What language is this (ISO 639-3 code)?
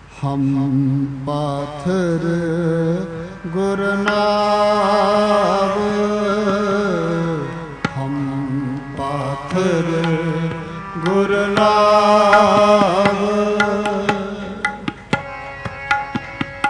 pan